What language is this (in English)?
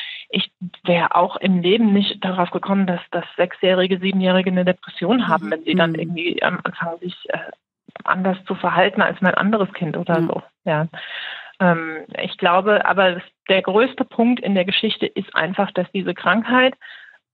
German